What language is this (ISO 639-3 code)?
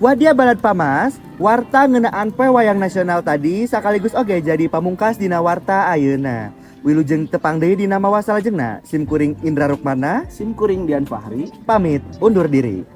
sun